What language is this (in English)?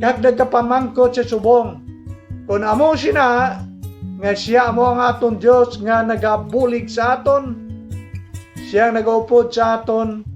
Hiligaynon